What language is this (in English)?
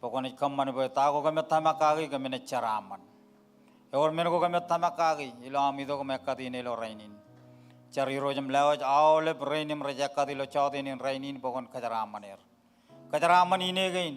Marshallese